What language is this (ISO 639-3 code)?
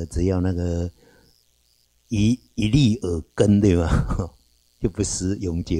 zho